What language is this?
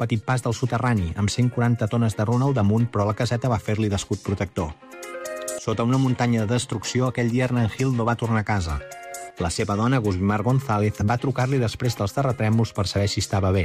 Catalan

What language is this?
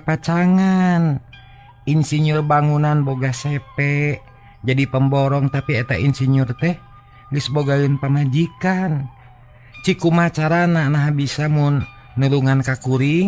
Sundanese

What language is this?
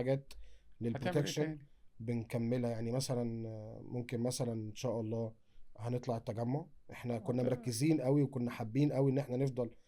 Egyptian Arabic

